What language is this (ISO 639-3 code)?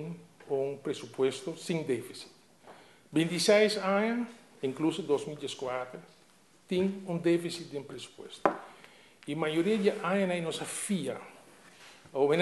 pap